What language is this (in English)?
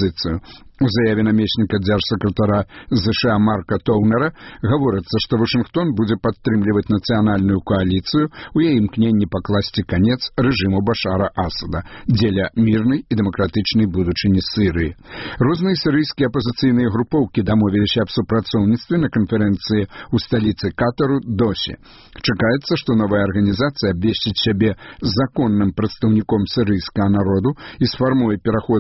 Belarusian